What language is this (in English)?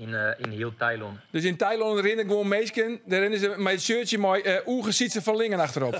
Western Frisian